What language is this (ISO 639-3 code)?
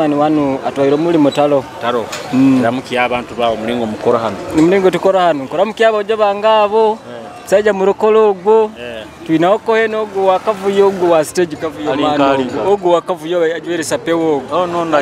nyo